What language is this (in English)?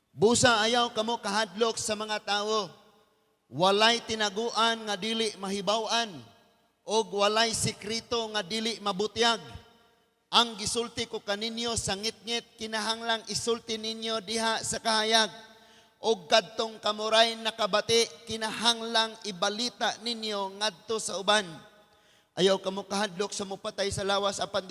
Cebuano